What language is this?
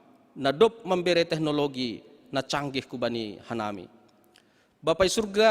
Batak Simalungun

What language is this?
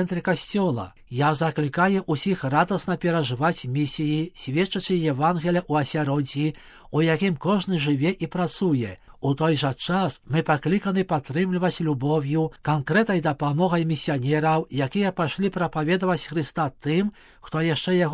Belarusian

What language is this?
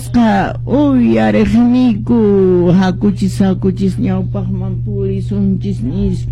Quechua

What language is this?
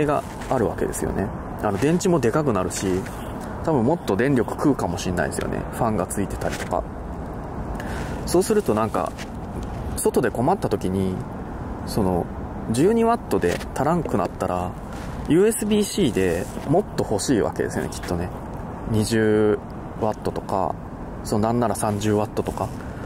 Japanese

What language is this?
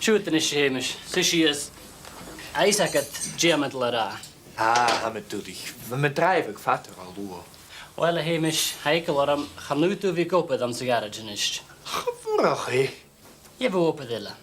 Scottish Gaelic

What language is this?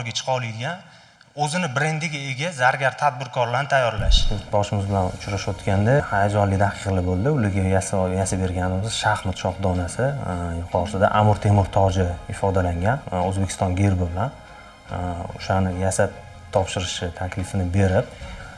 Uzbek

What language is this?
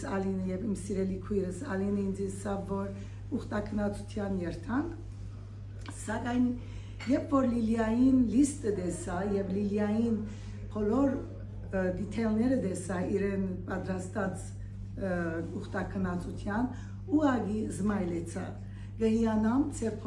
Western Armenian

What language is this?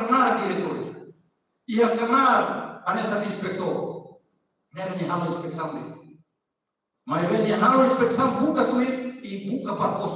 Tetum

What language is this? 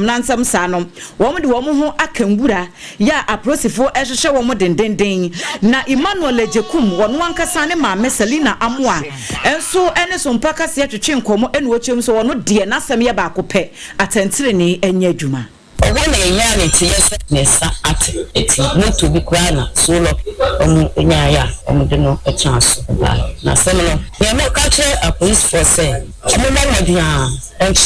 Akan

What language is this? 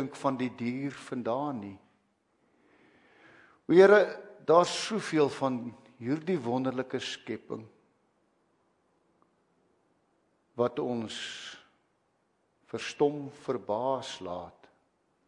Afrikaans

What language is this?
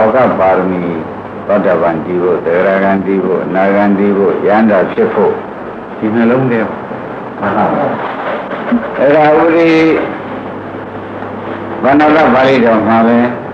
Burmese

